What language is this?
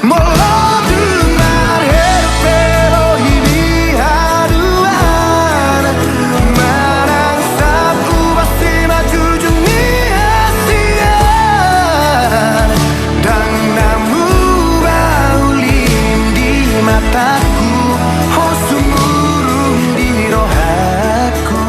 Batak Toba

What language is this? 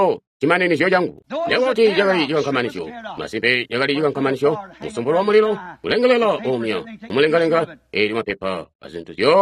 Tonga (Zambia)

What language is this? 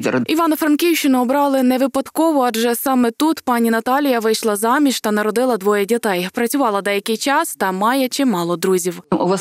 Ukrainian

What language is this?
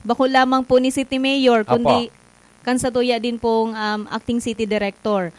Bikol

